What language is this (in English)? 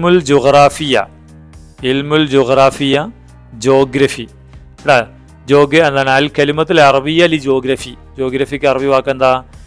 Malayalam